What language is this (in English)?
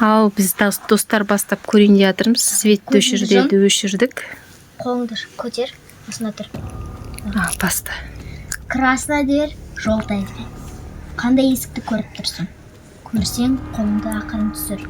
Kazakh